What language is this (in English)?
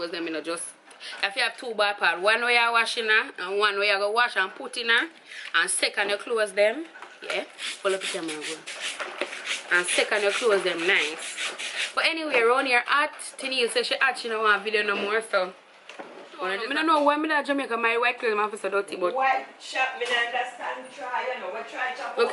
Jamaican Creole English